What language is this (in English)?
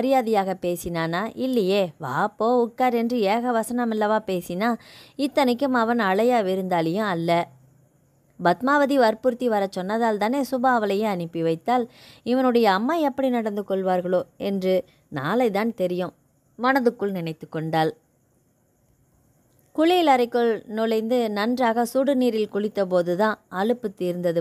Tamil